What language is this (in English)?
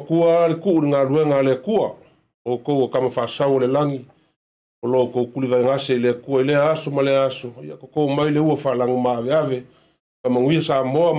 Samoan